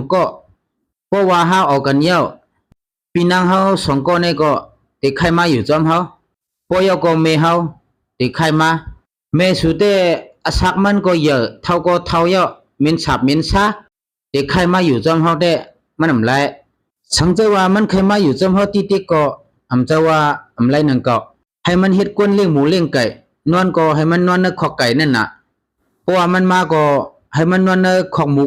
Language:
Shan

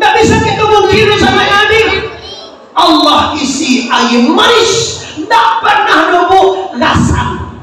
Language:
Minangkabau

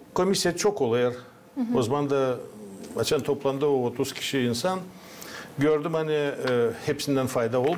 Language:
Gagauz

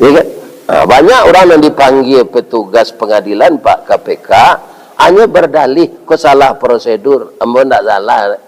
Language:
Minangkabau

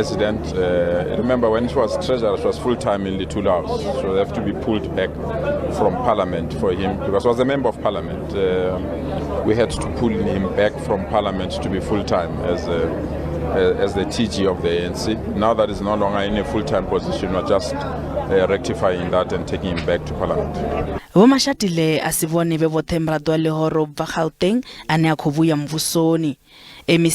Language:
Venda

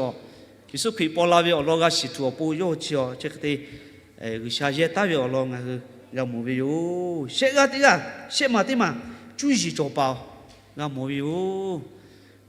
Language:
Lahu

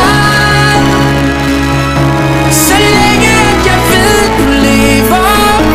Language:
Danish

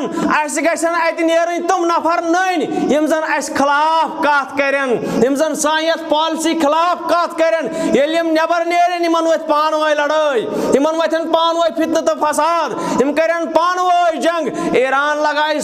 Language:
Kashmiri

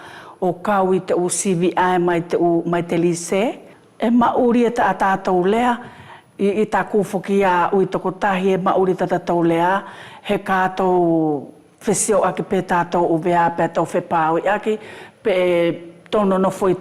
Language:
Wallisian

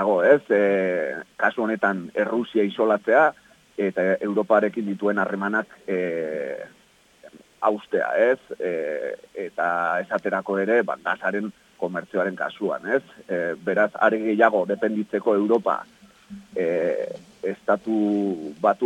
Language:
Basque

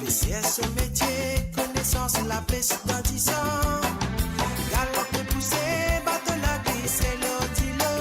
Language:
Morisyen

